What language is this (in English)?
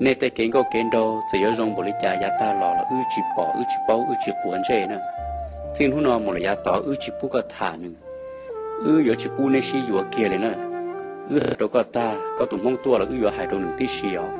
Hmong